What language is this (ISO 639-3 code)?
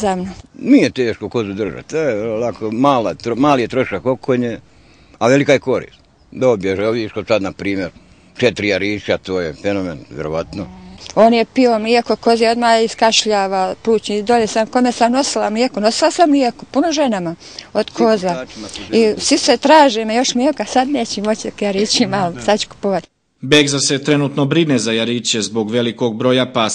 bos